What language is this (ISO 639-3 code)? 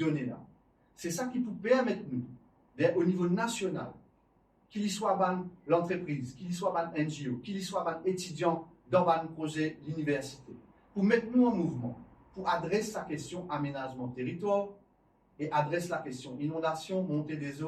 mfe